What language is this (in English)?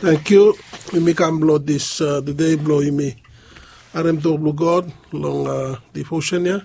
Bislama